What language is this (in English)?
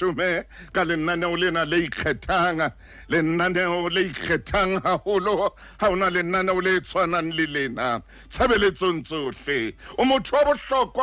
Southern Sotho